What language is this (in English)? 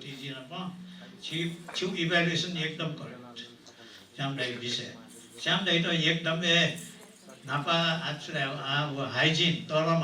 Newari